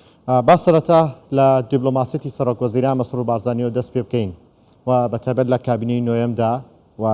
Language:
Central Kurdish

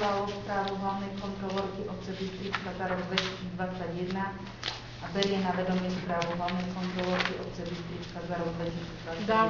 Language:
Slovak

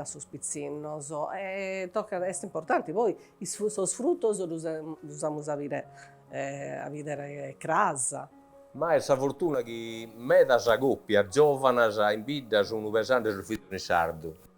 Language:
Sardinian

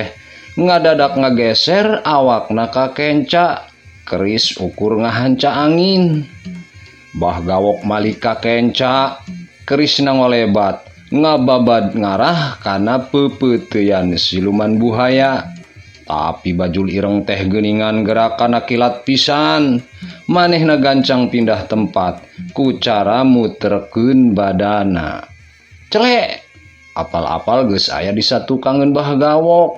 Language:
Sundanese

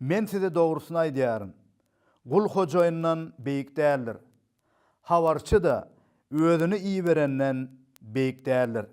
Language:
Turkmen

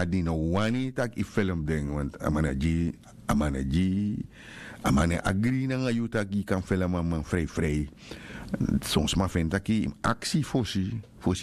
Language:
Sranan Tongo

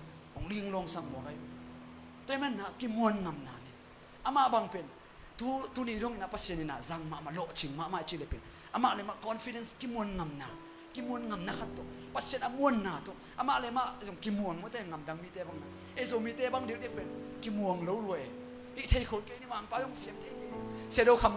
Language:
Tedim Chin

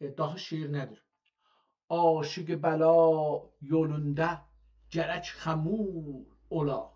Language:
South Azerbaijani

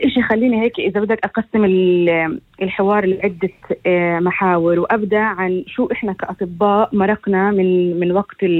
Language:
North Levantine Arabic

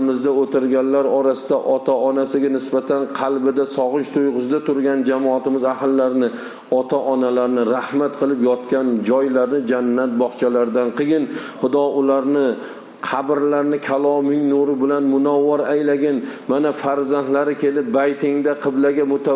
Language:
Uzbek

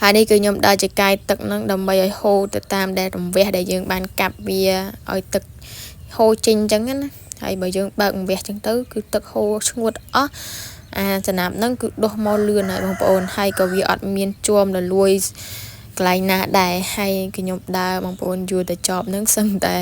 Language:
Khmer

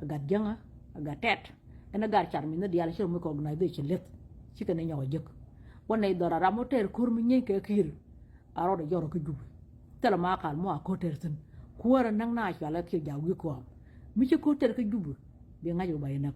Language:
Nuer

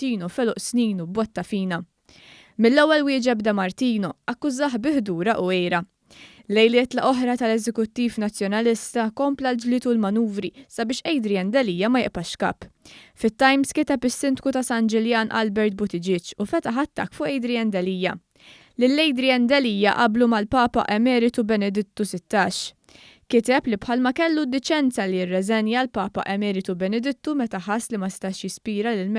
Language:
Maltese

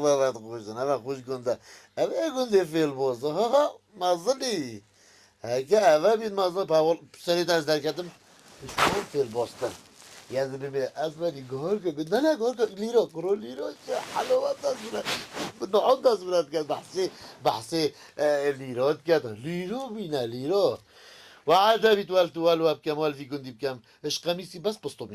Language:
Kurdish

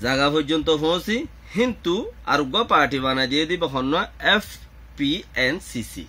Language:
Rohingya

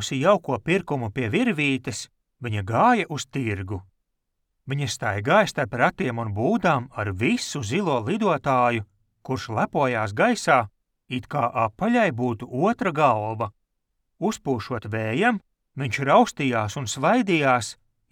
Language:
Latvian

